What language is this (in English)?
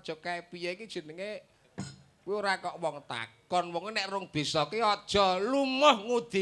Javanese